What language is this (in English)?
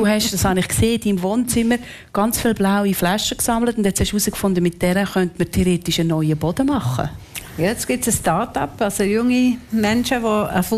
German